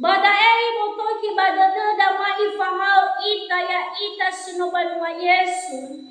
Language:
Nias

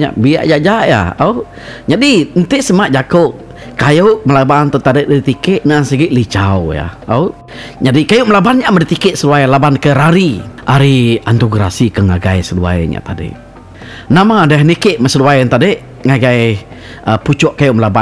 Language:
Iban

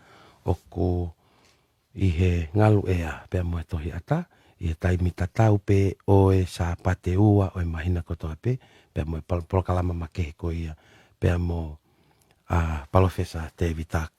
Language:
Tongan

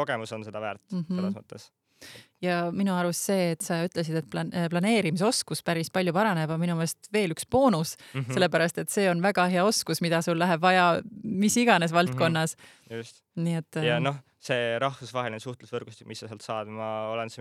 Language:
Estonian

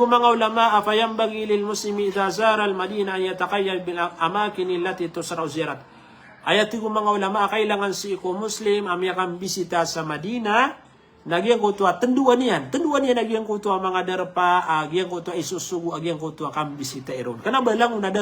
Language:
Maranao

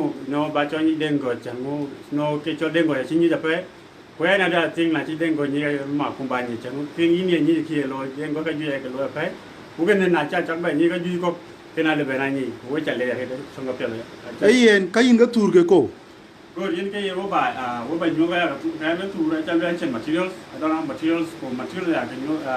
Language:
Dinka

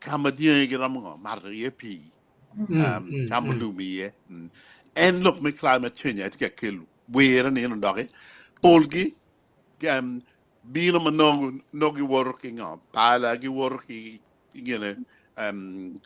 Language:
Acoli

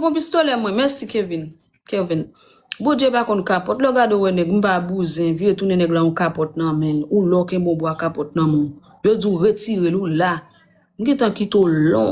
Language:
Haitian Creole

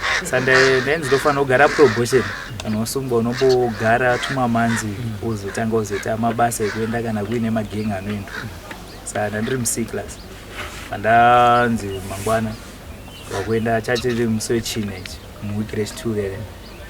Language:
Shona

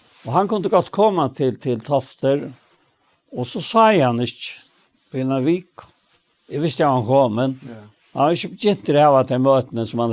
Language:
Faroese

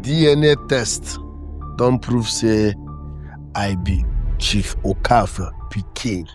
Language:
Nigerian Pidgin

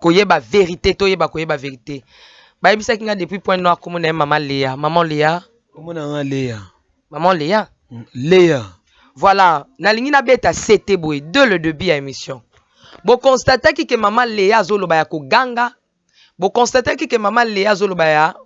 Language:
Lingala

